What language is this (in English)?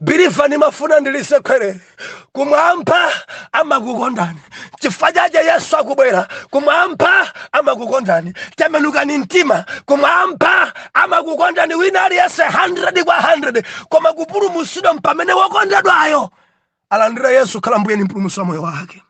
Nyanja